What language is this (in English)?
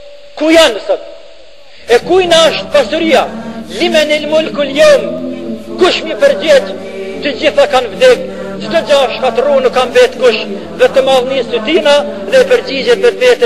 Albanian